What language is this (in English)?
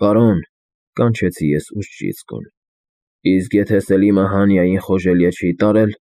Armenian